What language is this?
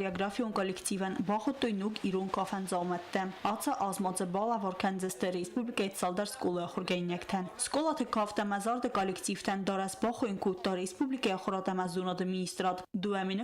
Ossetic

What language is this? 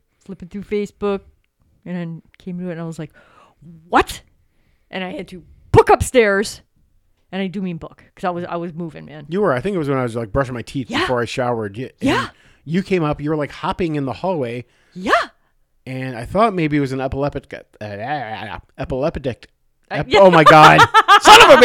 English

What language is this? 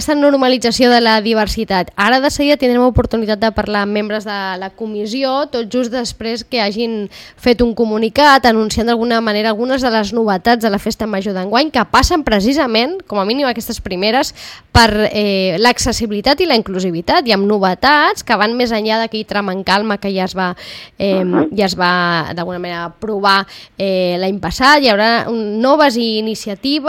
Catalan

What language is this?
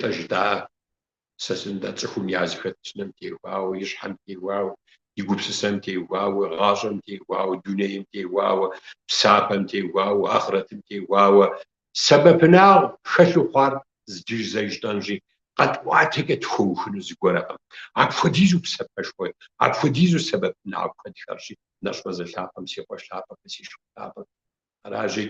Kabardian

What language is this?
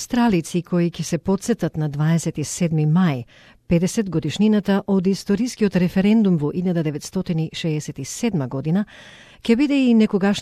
Macedonian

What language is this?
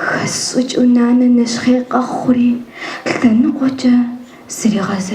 Kabardian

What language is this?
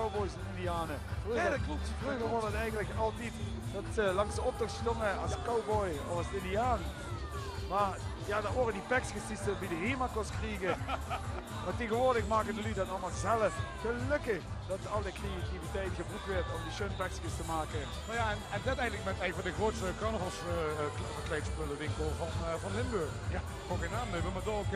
Limburgish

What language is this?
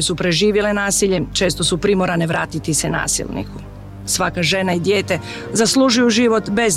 Serbian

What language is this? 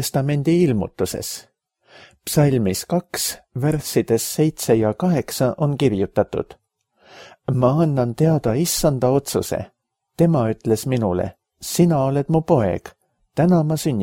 Estonian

